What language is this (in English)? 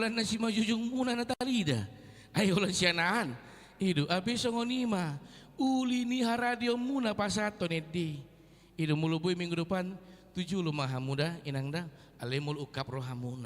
Batak Toba